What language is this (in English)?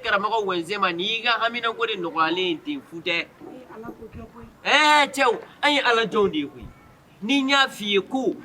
Bambara